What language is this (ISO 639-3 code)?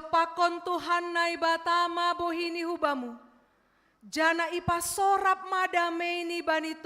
bts